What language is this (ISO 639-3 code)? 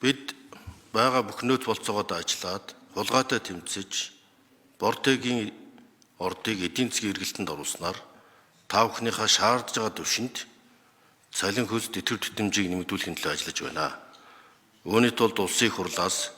mon